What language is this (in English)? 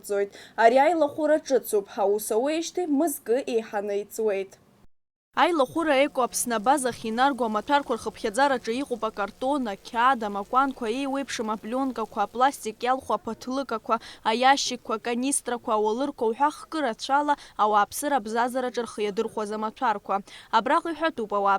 Abkhazian